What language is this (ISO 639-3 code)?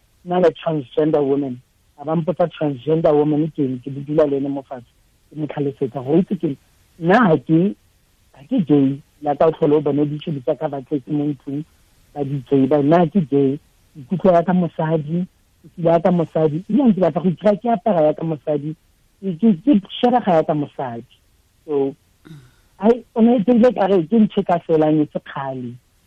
tsn